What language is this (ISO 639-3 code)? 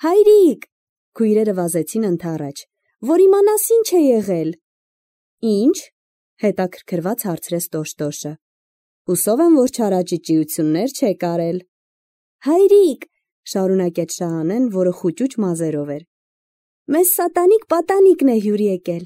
hye